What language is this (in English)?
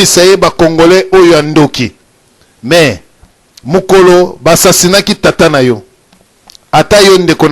Lingala